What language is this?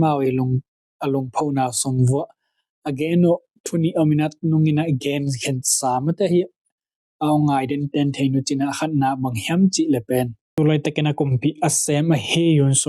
Tedim Chin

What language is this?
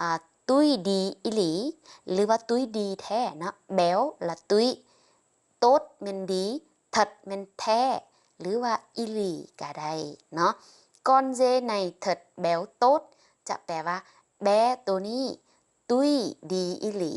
Lao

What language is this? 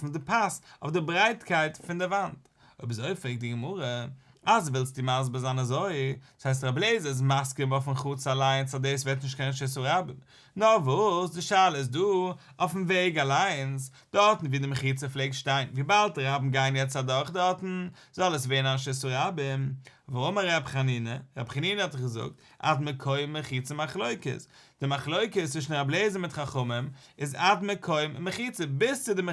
Yiddish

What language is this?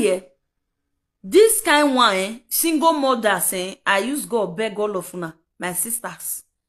Nigerian Pidgin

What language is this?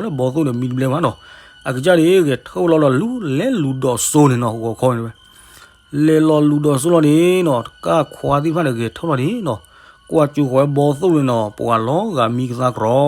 S'gaw Karen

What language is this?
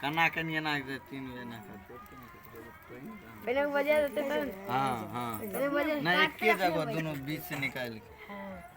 Maithili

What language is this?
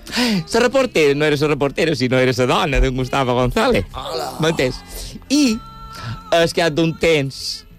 Catalan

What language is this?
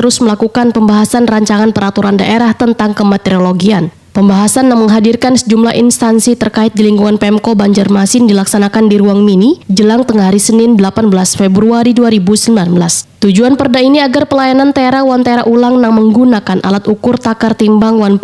Banjar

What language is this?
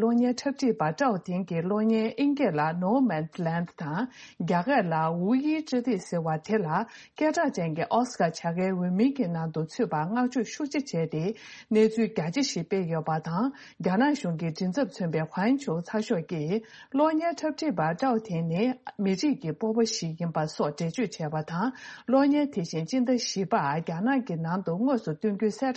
Tibetan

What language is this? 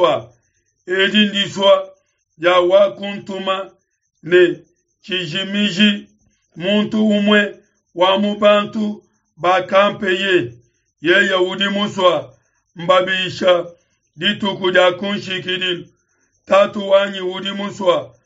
Luba-Lulua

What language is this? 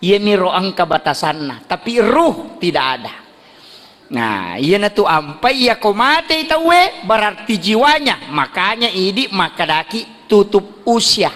Buginese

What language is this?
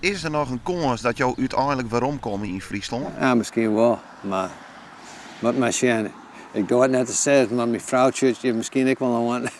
Western Frisian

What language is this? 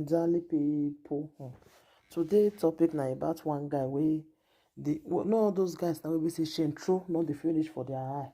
Nigerian Pidgin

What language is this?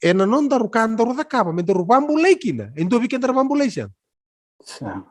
Fijian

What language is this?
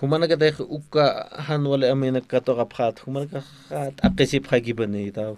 Aymara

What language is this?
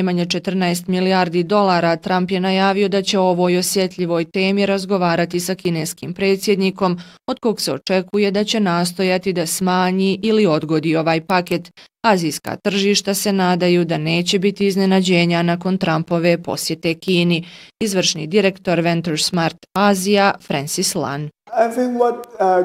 Bosnian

